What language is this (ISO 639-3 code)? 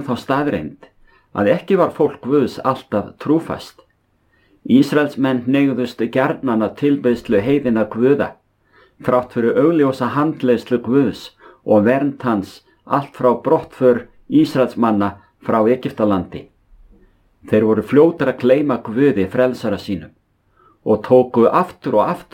isl